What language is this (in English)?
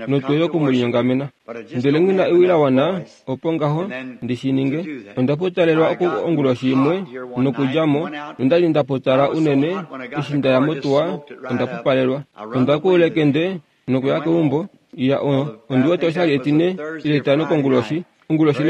Kuanyama